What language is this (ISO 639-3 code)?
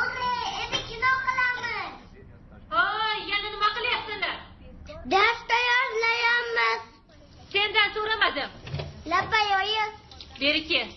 uzb